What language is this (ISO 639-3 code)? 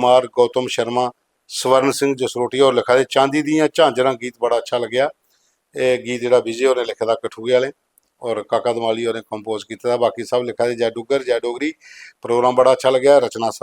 doi